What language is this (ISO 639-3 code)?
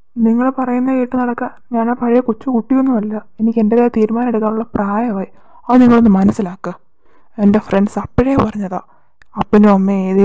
mal